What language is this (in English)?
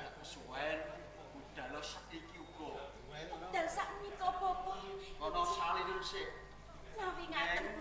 Javanese